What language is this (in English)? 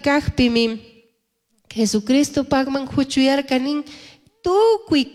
Chimborazo Highland Quichua